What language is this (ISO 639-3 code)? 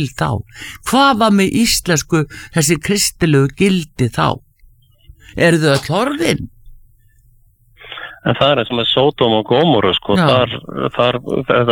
isl